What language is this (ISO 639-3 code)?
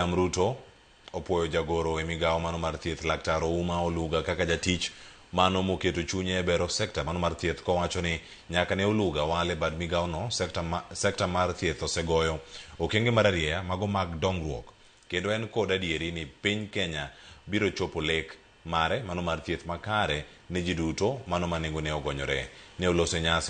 luo